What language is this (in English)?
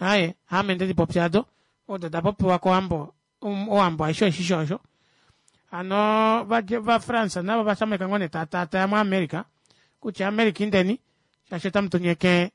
Kuanyama